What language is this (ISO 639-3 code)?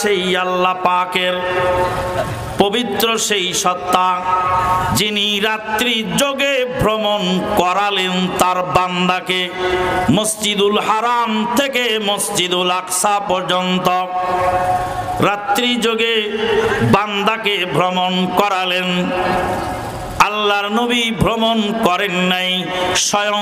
ben